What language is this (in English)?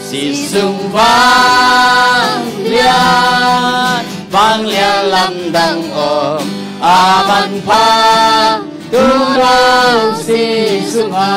Tedim Chin